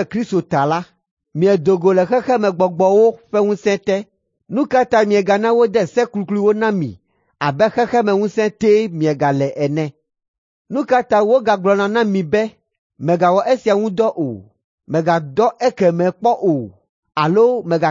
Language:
Ewe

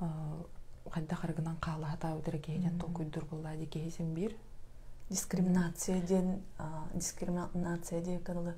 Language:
Yakut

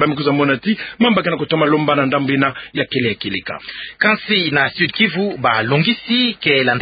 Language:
Kituba (Democratic Republic of Congo)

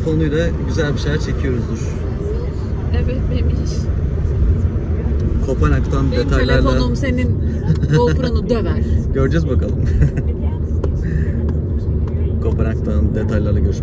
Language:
Turkish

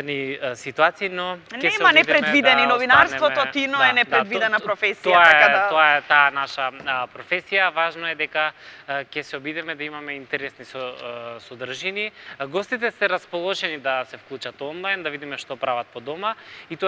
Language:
Macedonian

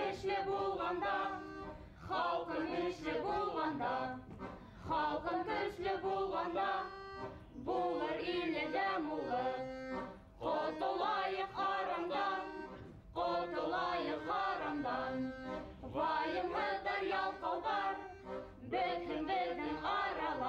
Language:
Bashkir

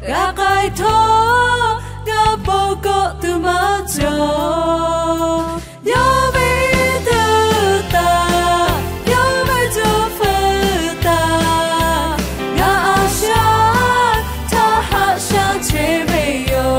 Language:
Lahu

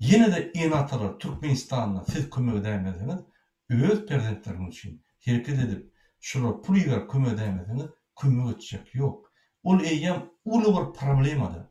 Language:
Turkmen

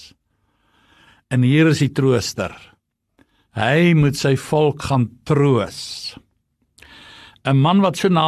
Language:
Afrikaans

